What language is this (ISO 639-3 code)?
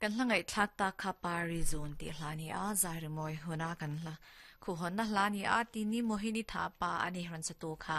lus